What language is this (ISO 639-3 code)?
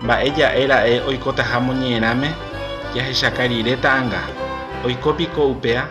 grn